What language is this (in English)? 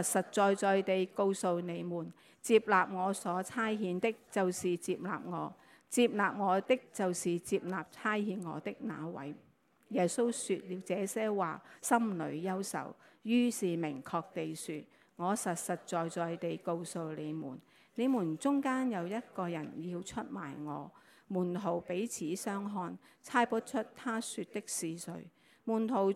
Cantonese